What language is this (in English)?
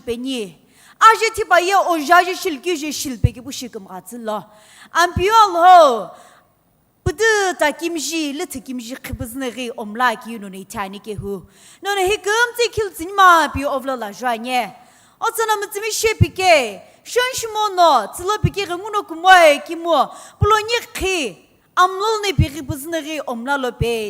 Sumi Naga